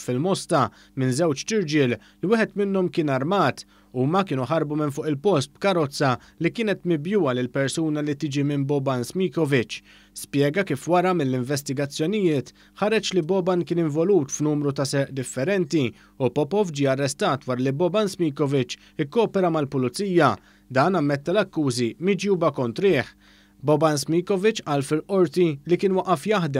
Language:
Maltese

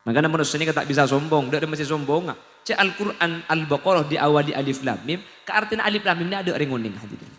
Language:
Madurese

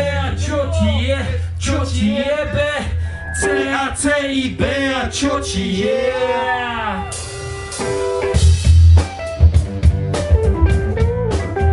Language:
Slovak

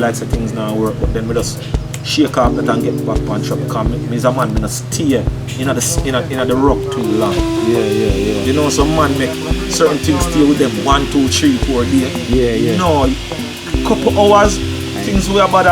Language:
Jamaican Creole English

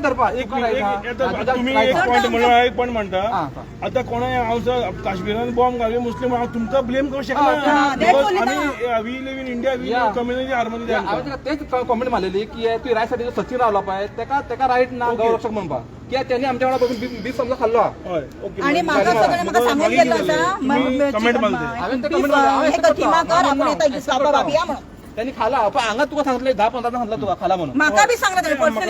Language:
Konkani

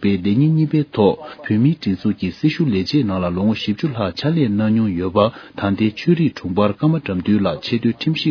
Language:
Tibetan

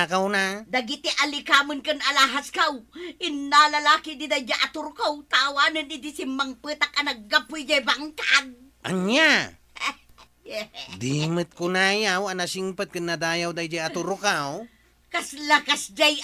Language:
Iloko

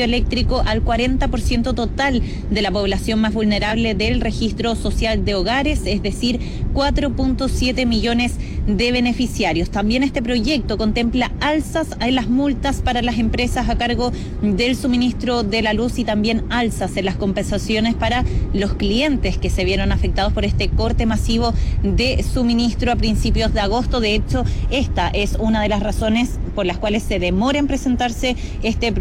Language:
Spanish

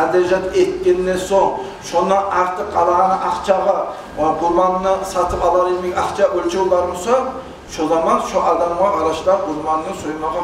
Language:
Kumyk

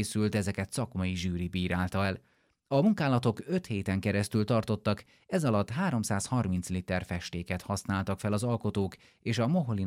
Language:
Hungarian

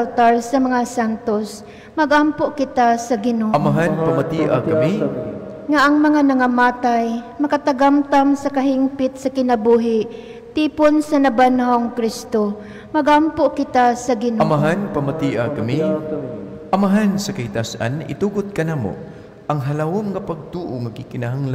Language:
Cebuano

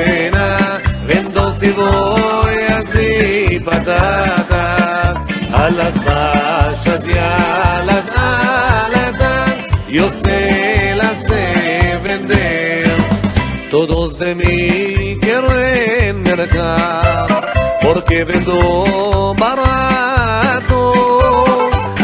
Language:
Ladino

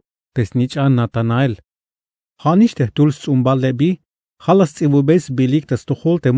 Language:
Tzeltal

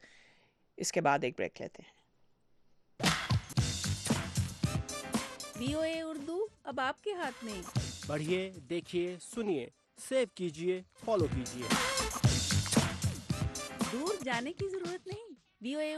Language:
Urdu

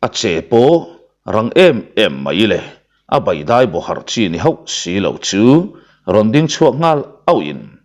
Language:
Mizo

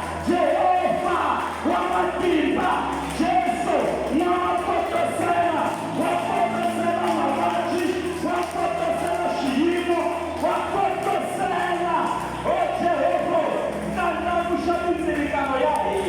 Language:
Tsonga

